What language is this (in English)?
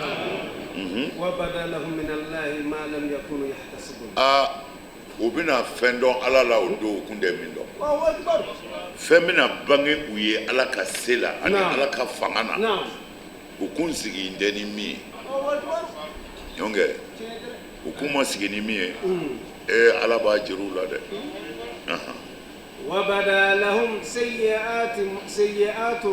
Bambara